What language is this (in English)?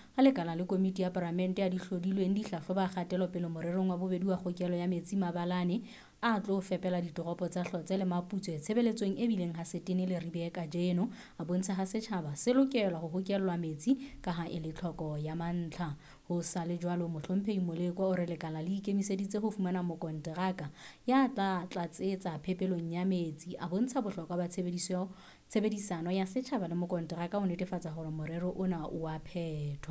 Southern Sotho